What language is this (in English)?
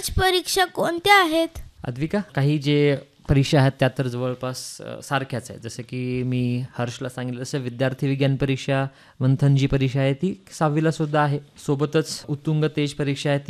Marathi